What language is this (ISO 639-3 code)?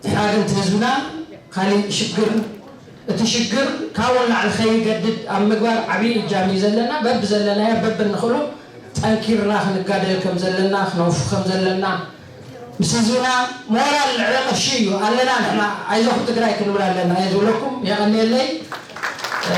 tir